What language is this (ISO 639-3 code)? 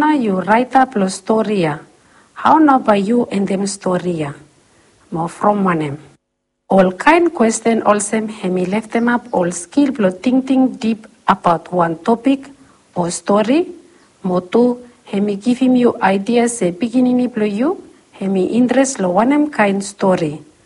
bis